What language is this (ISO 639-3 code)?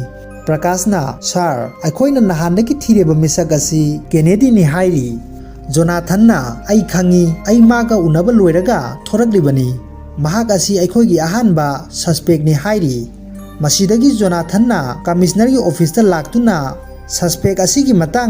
mni